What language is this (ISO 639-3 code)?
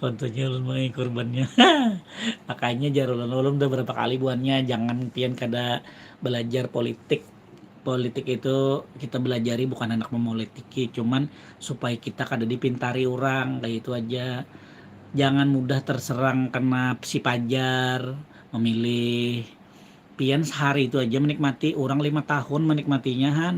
bjn